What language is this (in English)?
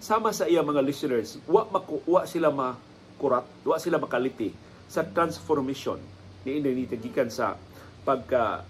Cebuano